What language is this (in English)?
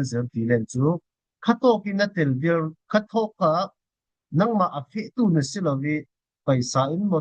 Falam Chin